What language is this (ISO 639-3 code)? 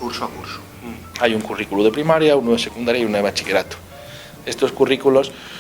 ast